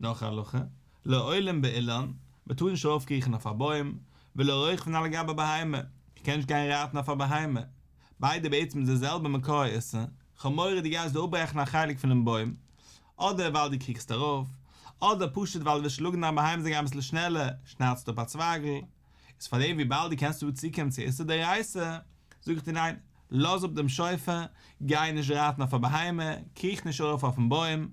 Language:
Yiddish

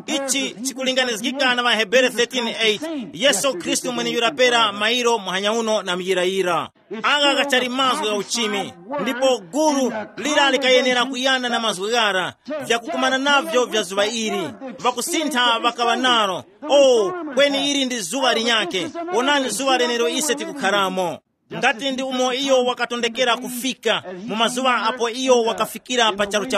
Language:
Tumbuka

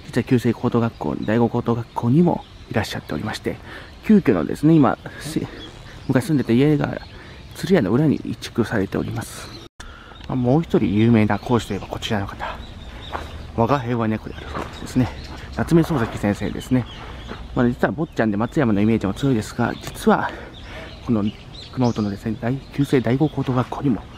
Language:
Japanese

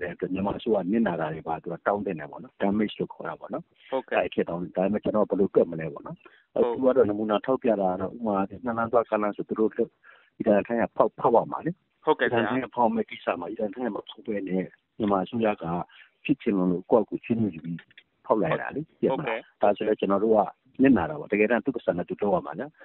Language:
Burmese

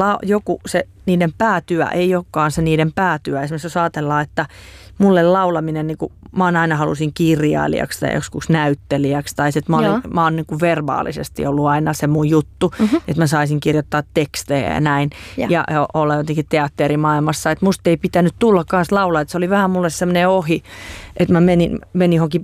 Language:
Finnish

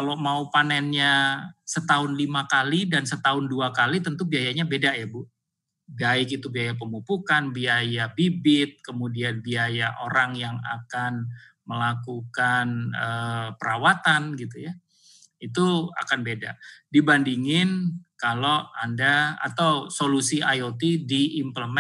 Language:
Indonesian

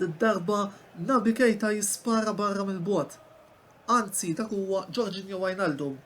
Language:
Maltese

